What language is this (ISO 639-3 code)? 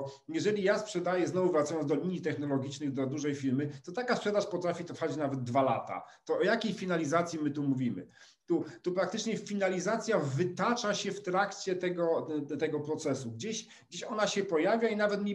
pol